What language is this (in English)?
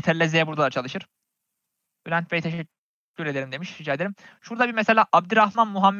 Turkish